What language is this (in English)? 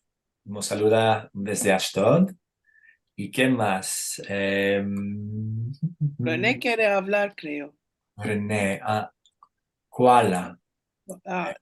Ladino